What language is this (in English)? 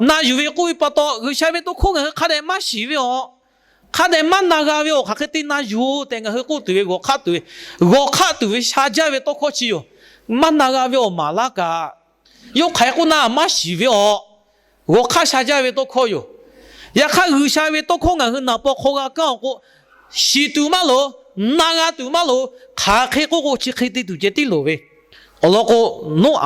Lahu